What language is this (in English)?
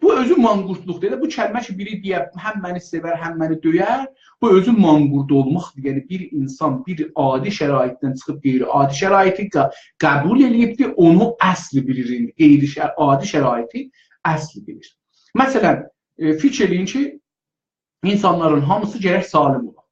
South Azerbaijani